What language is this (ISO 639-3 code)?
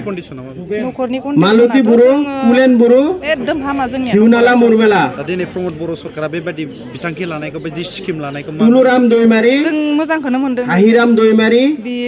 brx